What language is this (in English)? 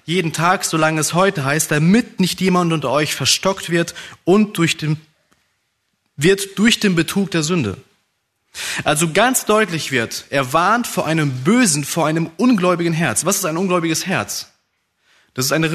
German